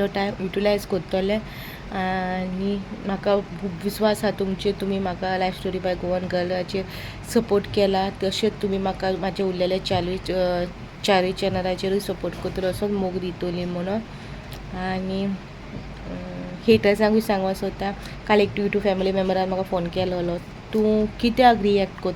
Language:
Konkani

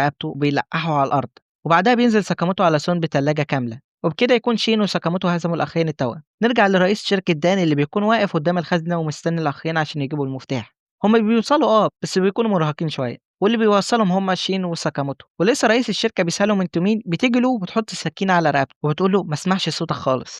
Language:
Egyptian Arabic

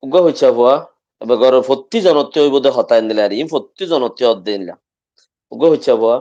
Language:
Rohingya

